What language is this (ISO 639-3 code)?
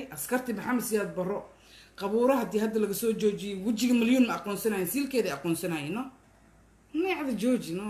som